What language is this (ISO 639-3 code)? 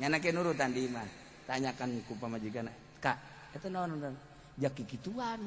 sun